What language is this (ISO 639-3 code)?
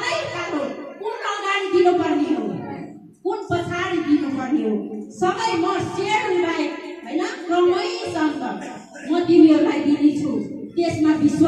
nep